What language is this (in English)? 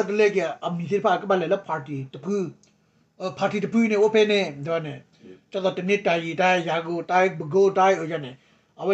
S'gaw Karen